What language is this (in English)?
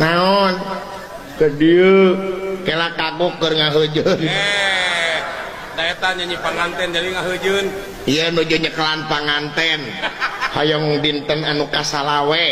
Sundanese